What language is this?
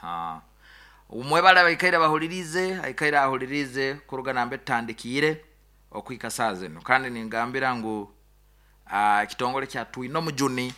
Nyoro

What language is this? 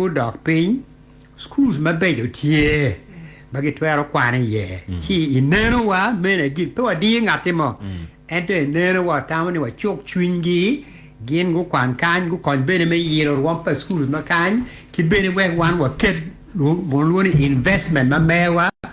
Acoli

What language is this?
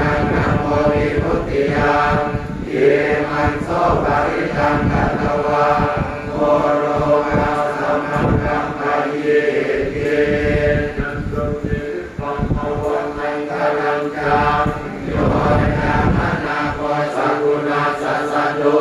Pali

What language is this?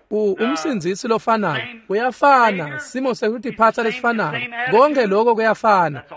Swati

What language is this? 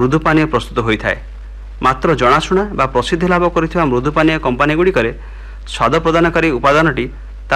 Odia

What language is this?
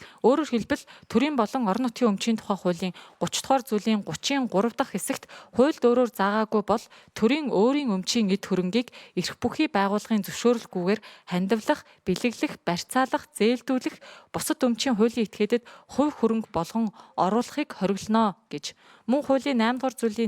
Mongolian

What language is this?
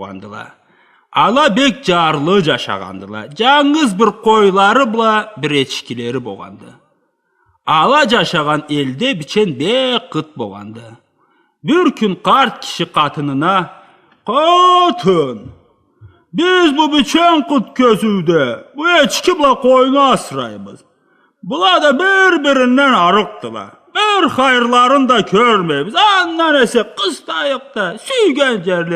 Karachay-Balkar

